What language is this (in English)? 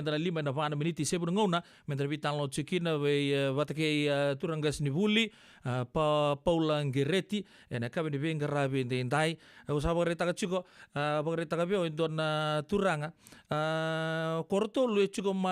Fijian